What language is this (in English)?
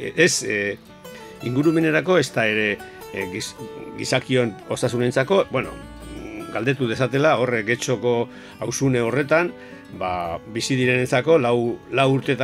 Basque